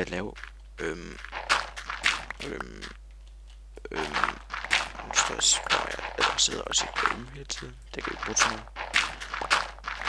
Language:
Danish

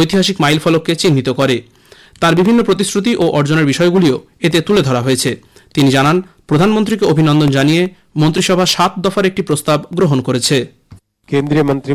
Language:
Bangla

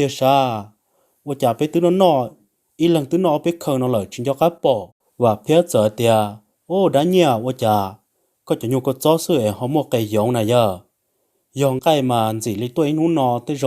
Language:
Hmong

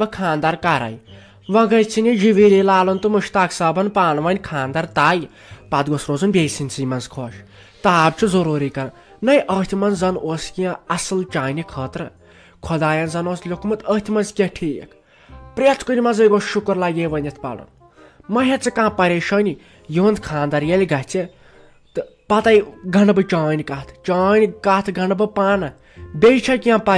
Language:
Kashmiri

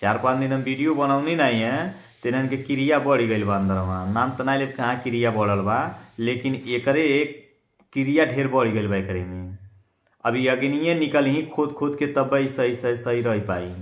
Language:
Bhojpuri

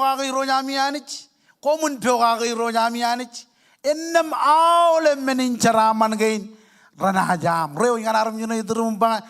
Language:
Marshallese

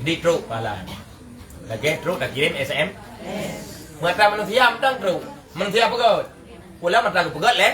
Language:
Achinese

